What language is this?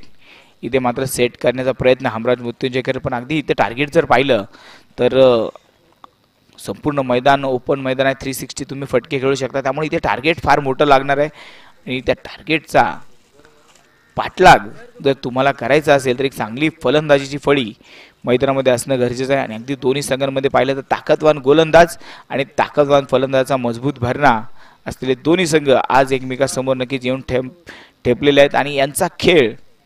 Marathi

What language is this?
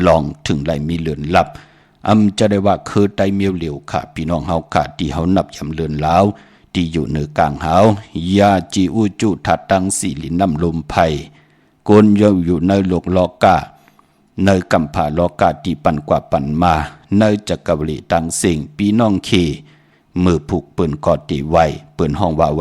Shan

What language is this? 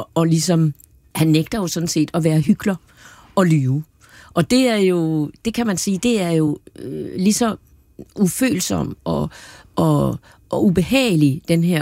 Danish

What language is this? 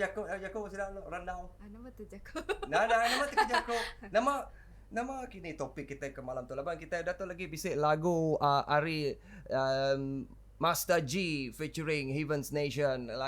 Iban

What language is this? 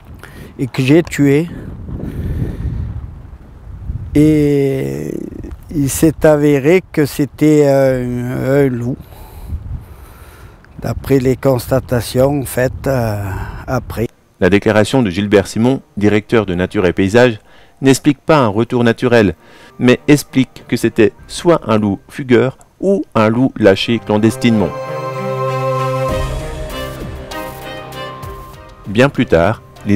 French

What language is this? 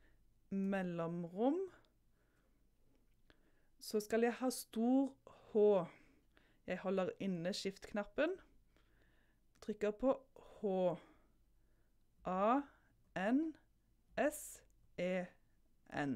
Norwegian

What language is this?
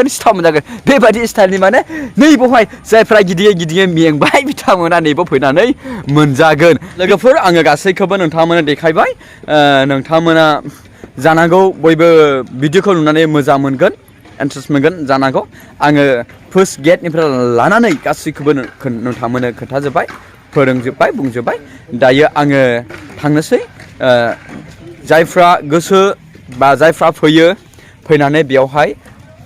Bodo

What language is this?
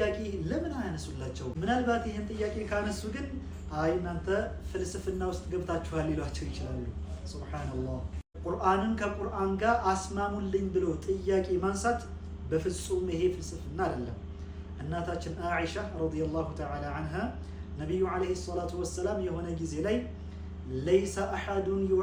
Amharic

